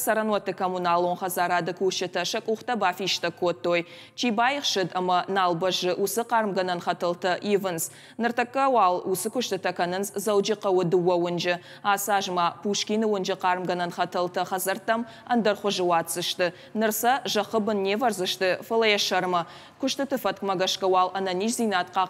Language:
Ossetic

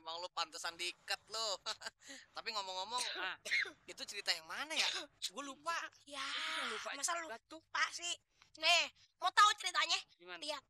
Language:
Betawi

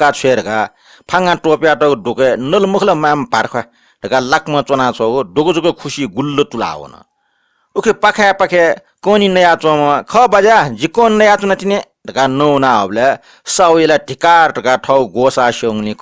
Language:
Newari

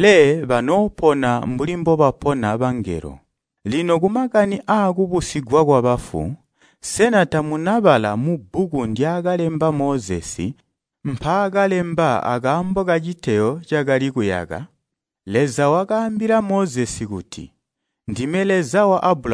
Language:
Tonga (Zambia)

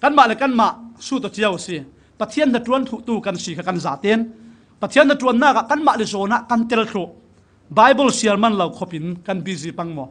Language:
Falam Chin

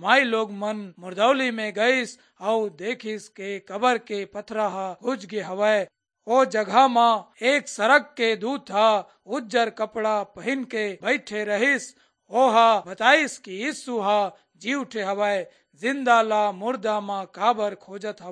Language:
Chhattisgarhi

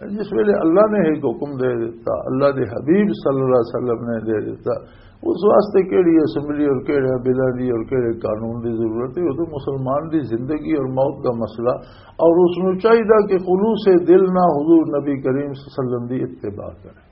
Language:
Western Panjabi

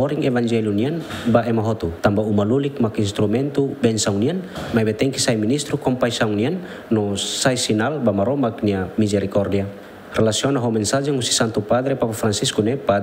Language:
Tetum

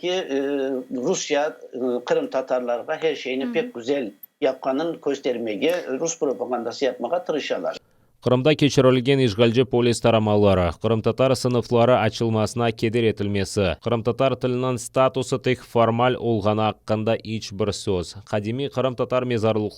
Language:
Crimean Tatar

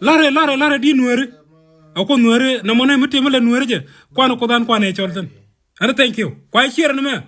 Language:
Nuer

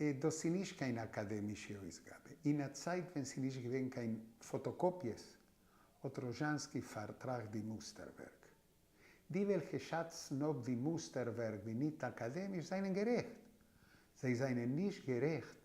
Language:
Yiddish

